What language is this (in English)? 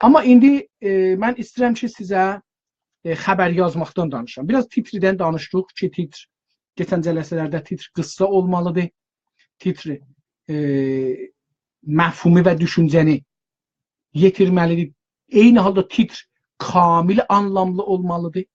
South Azerbaijani